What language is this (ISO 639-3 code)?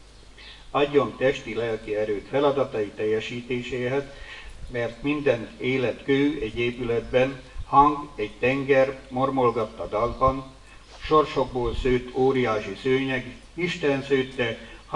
hun